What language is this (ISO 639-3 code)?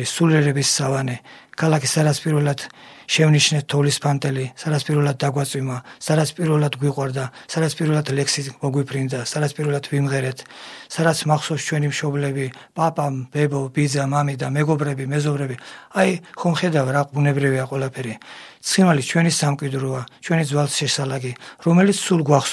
kat